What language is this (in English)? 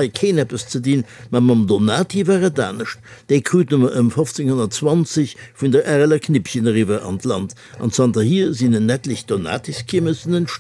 Luxembourgish